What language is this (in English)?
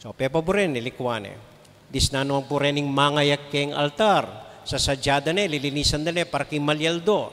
Pampanga